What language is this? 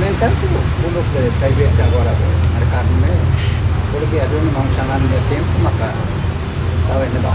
Tetum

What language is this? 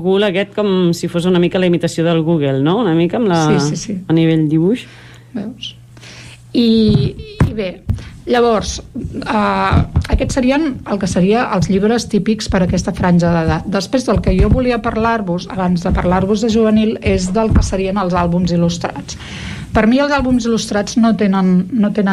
Catalan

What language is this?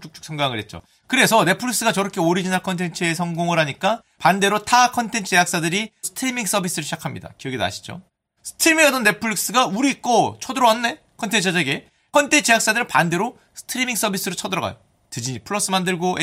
Korean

